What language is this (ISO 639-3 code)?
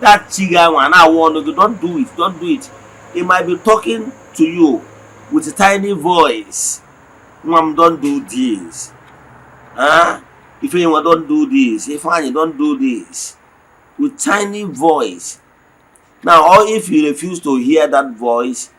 ibo